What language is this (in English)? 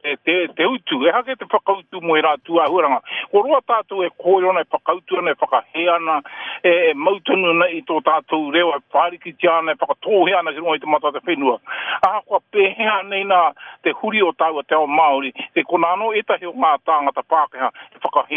Māori